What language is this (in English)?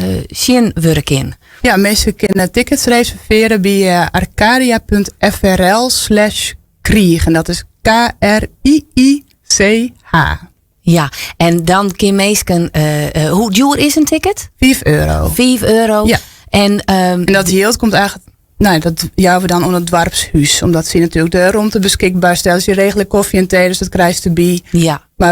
Western Frisian